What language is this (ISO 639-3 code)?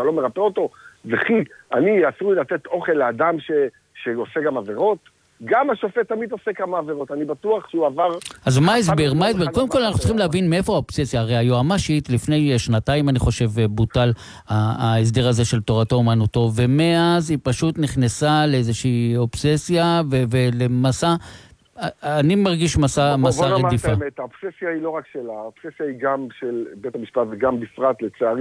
heb